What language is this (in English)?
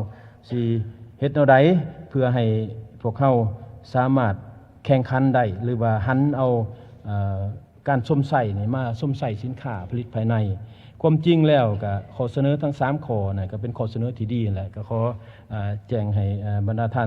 Lao